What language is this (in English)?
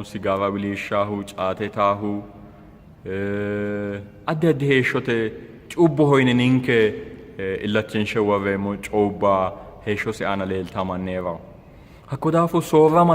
Sidamo